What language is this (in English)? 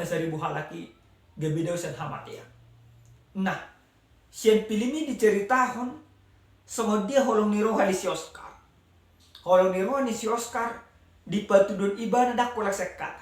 Batak Toba